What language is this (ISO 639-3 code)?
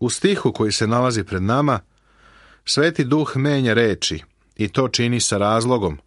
srp